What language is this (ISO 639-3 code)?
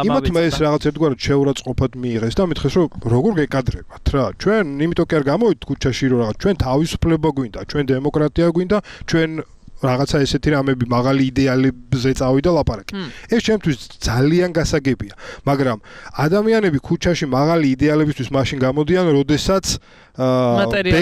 kat